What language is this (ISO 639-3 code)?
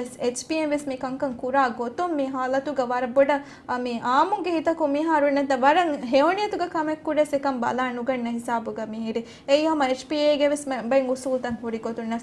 div